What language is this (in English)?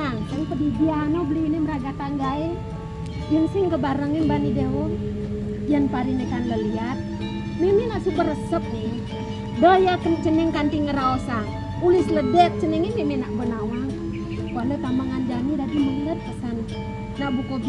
Balinese